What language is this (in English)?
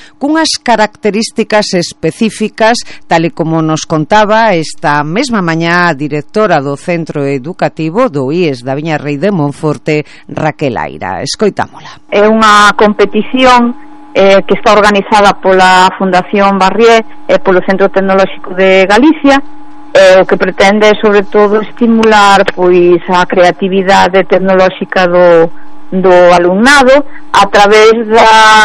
Galician